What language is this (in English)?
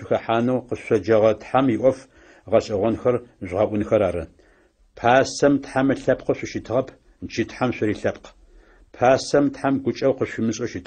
Adyghe